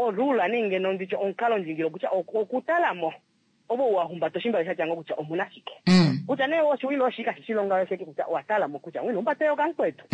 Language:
Kuanyama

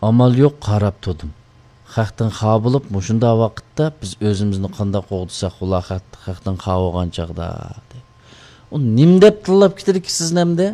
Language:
Uyghur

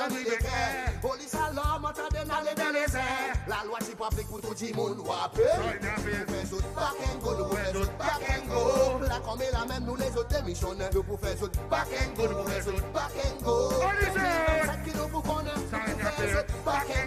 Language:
Seselwa Creole French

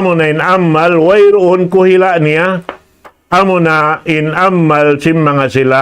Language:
Tausug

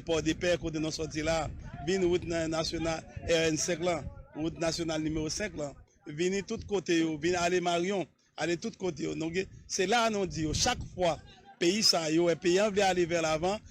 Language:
Haitian Creole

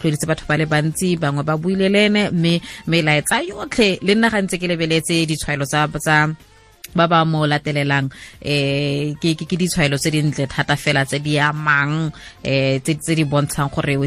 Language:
Tswana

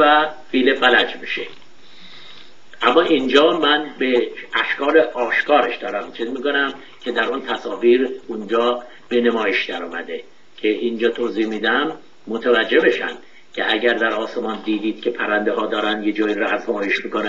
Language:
Persian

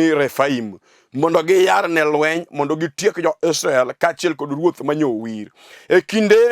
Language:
Luo (Kenya and Tanzania)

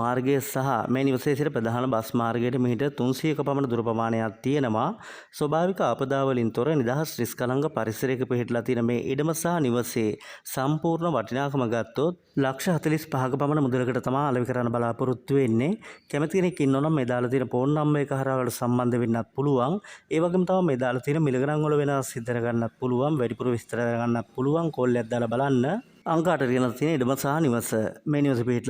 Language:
Sinhala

